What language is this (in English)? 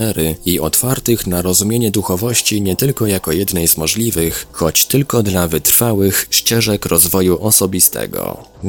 Polish